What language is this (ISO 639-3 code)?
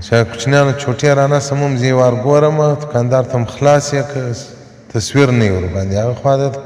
pus